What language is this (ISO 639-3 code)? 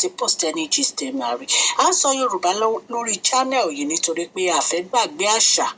yor